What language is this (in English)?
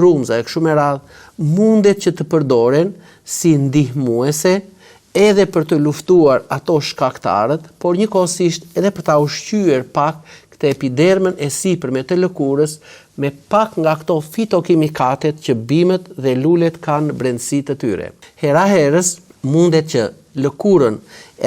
Albanian